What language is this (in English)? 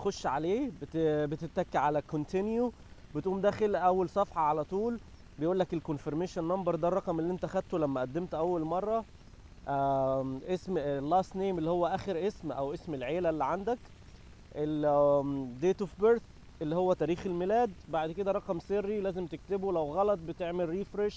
Egyptian Arabic